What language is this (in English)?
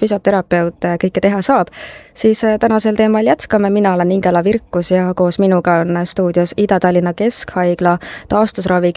Estonian